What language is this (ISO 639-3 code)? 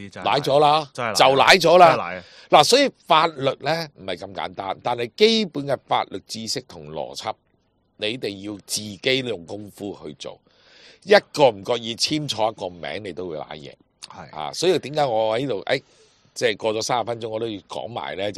yue